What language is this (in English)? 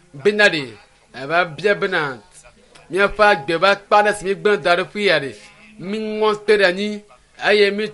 Ewe